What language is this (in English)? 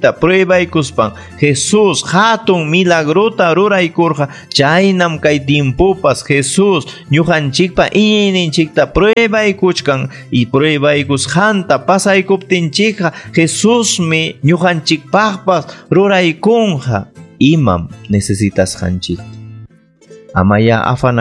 Ayacucho Quechua